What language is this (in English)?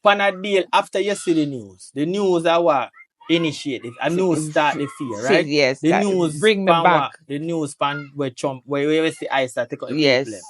Jamaican Creole English